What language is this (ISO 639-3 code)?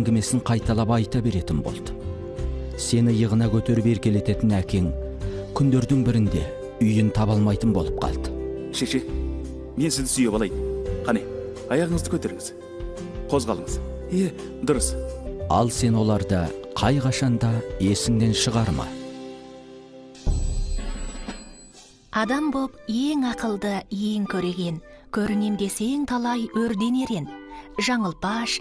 kaz